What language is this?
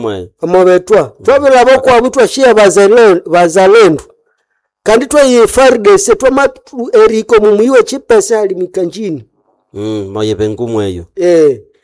Nande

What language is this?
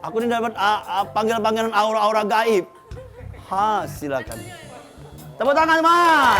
Musi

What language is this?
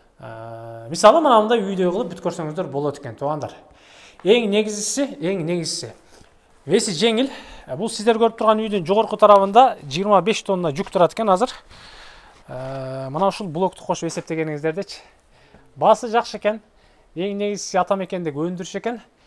Kyrgyz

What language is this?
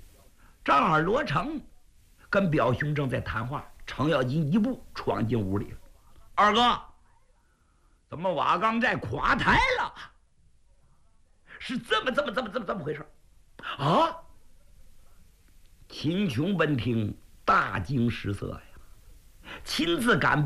Chinese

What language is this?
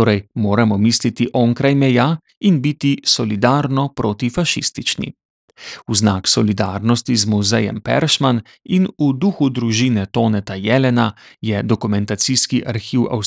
Slovenian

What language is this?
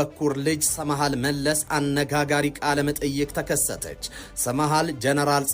Amharic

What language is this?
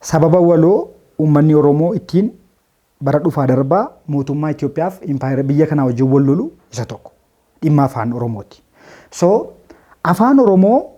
Oromo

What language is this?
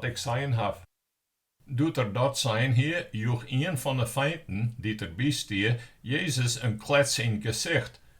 Western Frisian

